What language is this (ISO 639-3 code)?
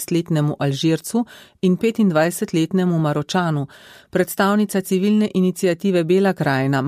slv